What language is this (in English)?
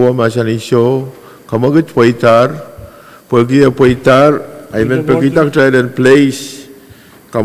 Pohnpeian